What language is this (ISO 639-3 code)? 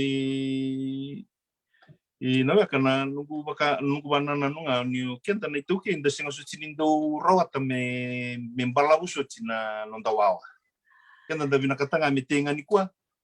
fij